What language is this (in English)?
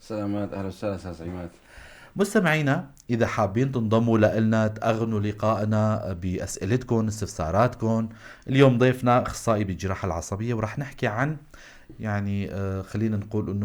North Levantine Arabic